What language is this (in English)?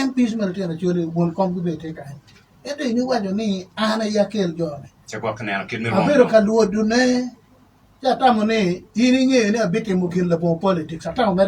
Acoli